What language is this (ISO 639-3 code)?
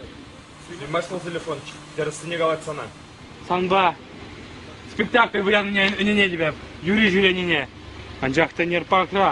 chv